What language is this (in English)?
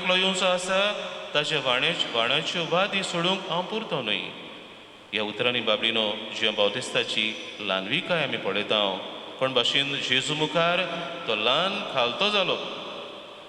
Konkani